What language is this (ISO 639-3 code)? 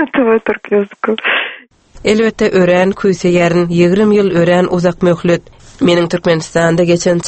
tuk